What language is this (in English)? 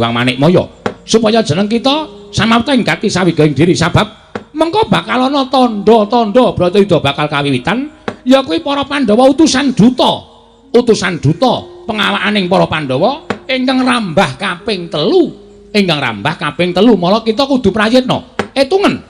Javanese